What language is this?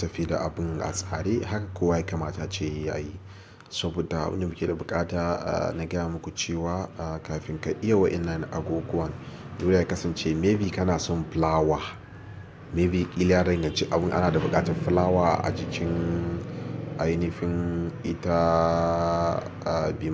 Hausa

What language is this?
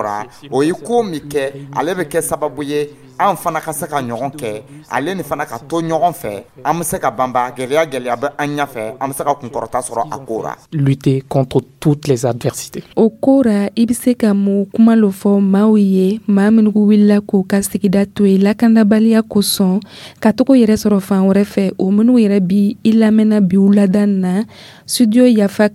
Dyula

